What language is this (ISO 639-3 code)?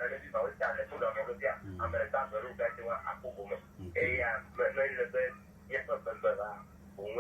ewe